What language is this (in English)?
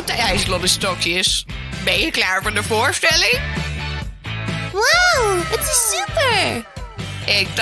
Dutch